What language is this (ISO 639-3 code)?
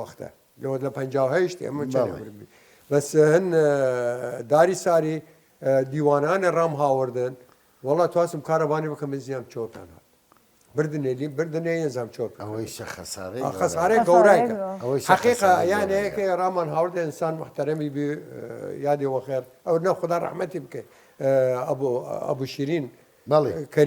sdh